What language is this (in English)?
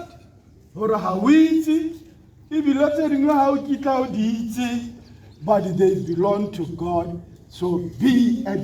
Tswana